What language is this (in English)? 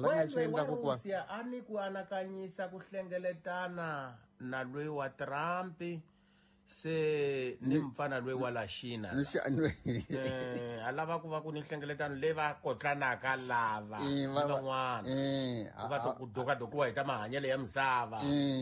Tsonga